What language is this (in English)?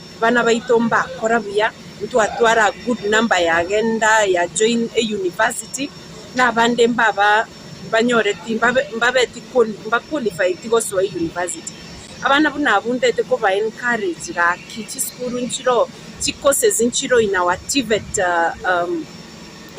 Gusii